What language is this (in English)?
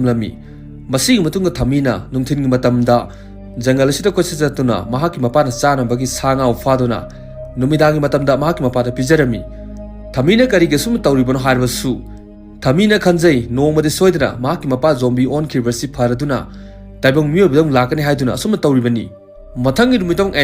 Manipuri